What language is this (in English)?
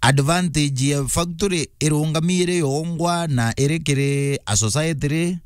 Meru